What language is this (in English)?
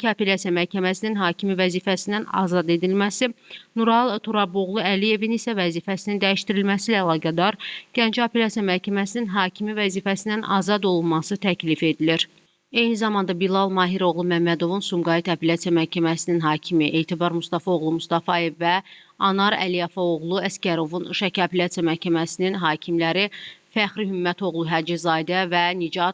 Azerbaijani